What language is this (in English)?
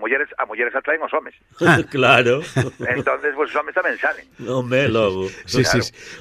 Galician